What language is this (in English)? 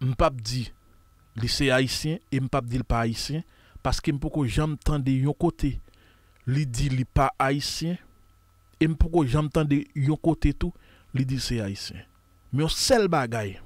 Haitian Creole